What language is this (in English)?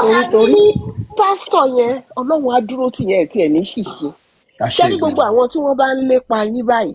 Yoruba